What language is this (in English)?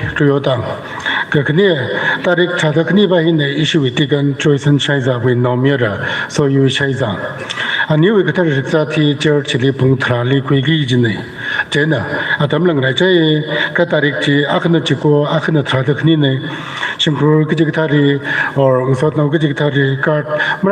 Tangkhul Naga (India)